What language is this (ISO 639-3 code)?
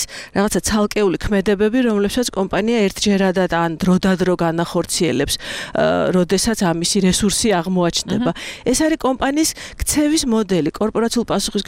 kat